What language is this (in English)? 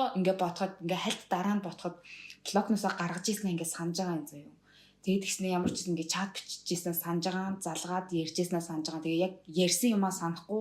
Mongolian